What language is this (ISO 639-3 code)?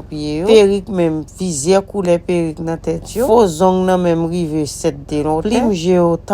hat